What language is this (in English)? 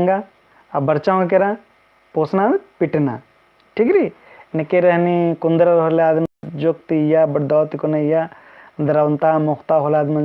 Kurukh